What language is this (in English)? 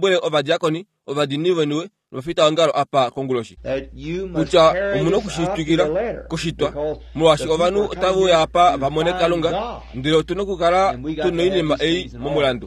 Kuanyama